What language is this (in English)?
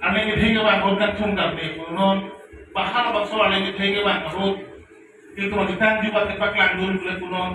Karbi